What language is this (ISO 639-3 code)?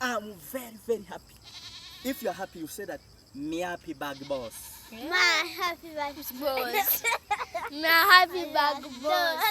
jam